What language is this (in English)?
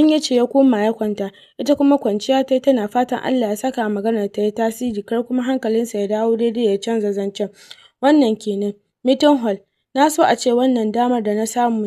Hausa